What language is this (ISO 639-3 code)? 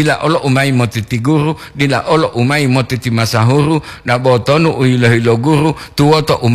gor